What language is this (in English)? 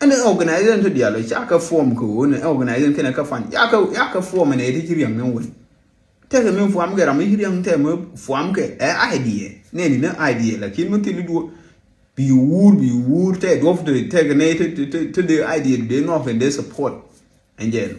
Nuer